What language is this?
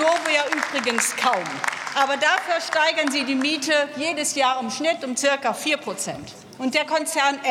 German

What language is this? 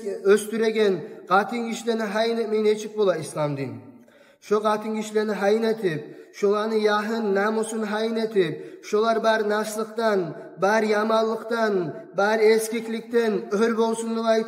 Kumyk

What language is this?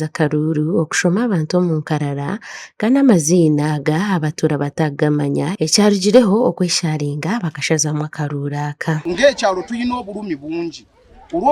Nyankole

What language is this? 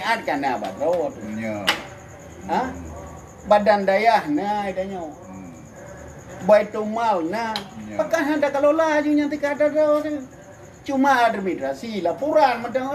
Achinese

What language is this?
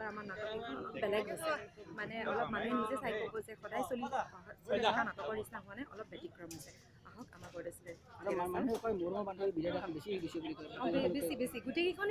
Assamese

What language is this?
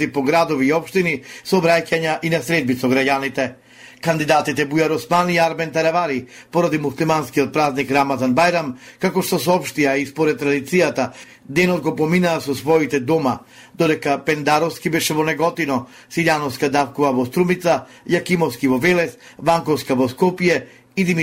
Macedonian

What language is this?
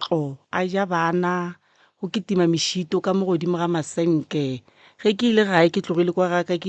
Northern Sotho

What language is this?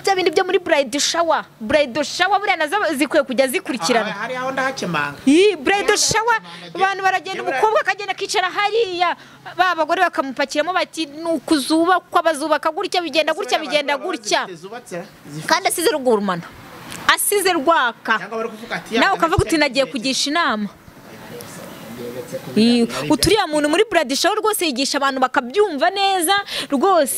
Kinyarwanda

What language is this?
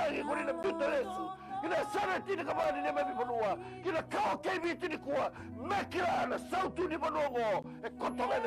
Fijian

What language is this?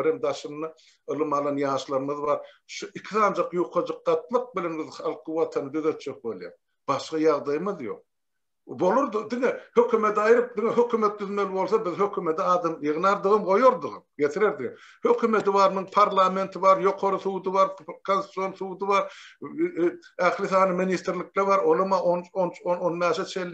Turkmen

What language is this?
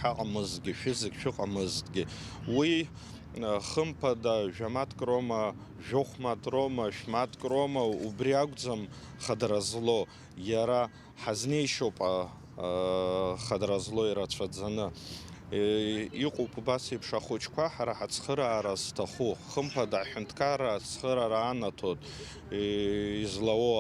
Abkhazian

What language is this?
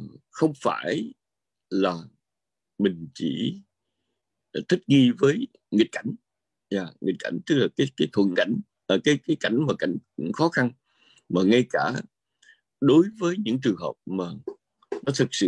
Vietnamese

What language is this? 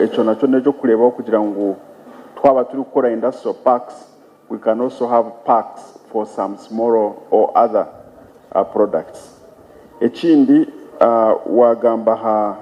Nyankole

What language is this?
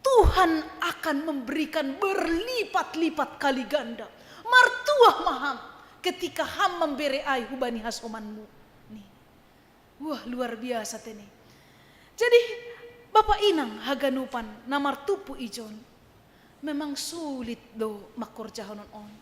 Batak Simalungun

